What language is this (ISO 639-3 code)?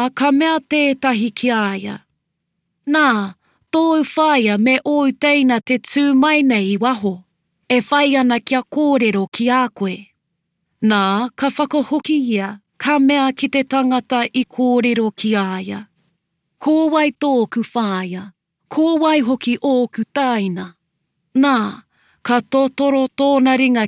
mri